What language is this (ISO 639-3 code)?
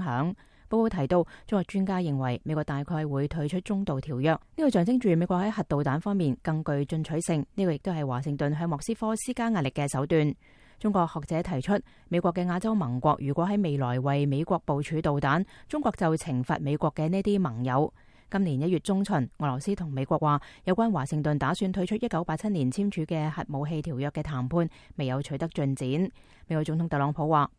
yue